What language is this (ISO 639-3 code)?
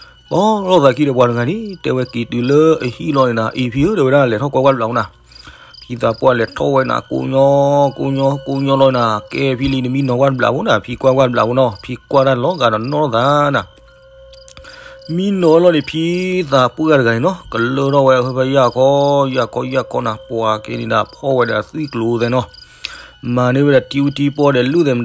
ksw